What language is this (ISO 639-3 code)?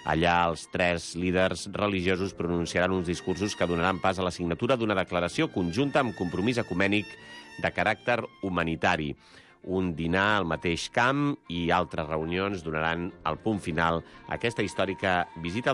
cat